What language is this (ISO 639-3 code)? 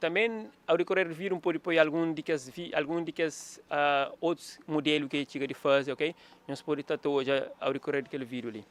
kea